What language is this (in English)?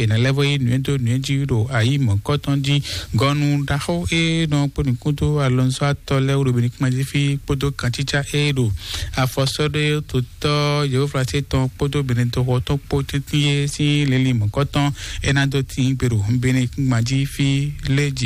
Fon